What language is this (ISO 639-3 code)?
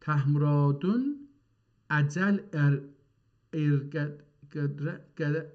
azb